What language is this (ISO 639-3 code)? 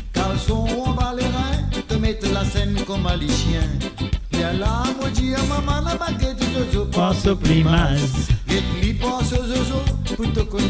mfe